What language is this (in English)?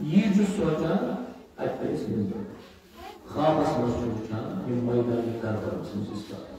Kashmiri